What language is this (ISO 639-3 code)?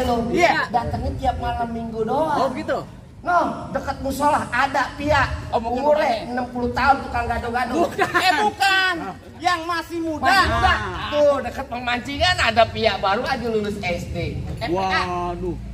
bew